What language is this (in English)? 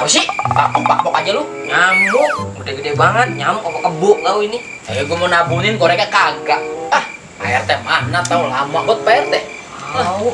Betawi